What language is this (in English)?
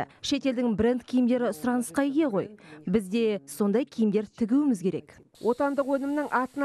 Kazakh